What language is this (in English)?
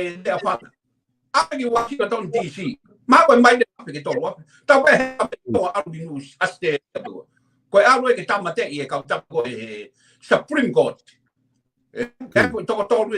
Tongan